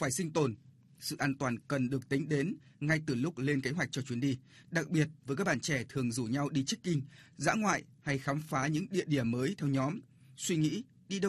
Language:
Vietnamese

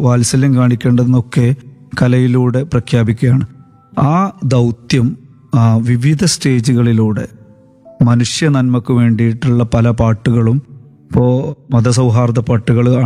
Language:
Malayalam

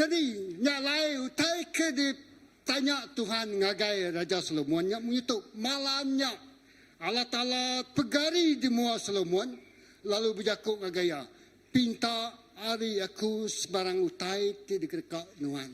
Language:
Iban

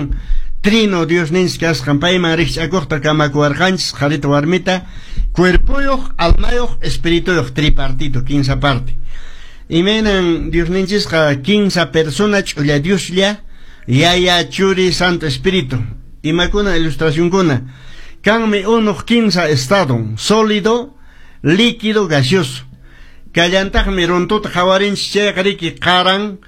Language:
Quechua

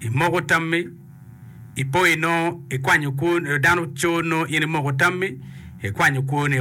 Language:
Acoli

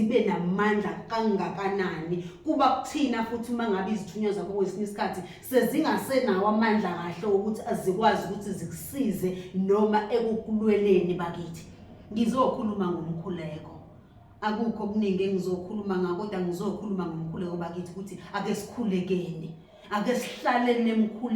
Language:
Zulu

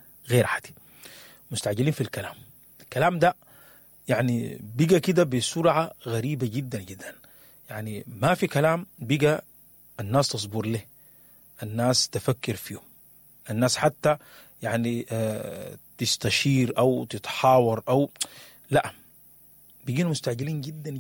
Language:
Sudanese Arabic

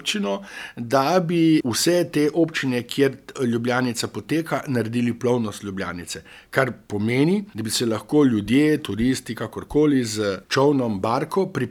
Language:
Slovenian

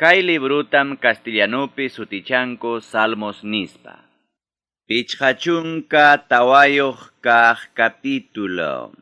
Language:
Ayacucho Quechua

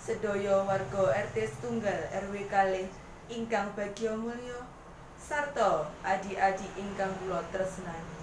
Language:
Javanese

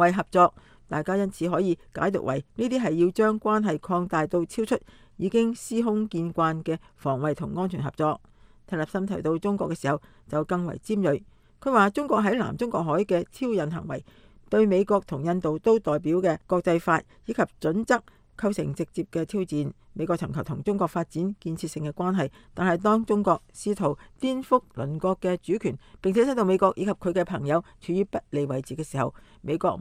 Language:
Cantonese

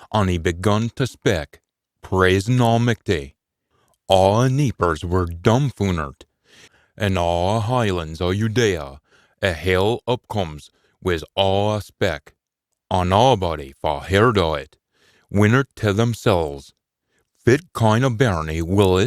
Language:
Scots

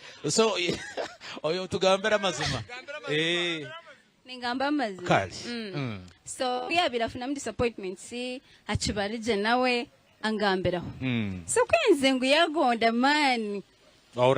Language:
Nyankole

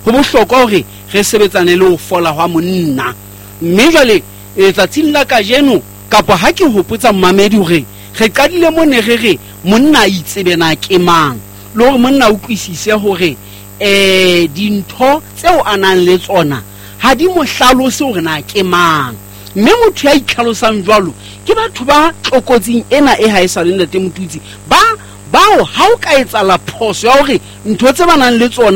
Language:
Southern Sotho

